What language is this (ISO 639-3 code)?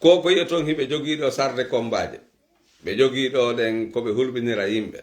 fuf